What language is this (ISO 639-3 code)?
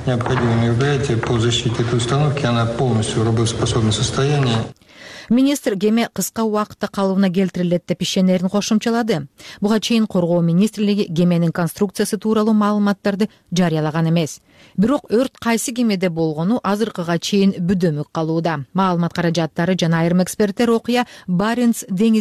kir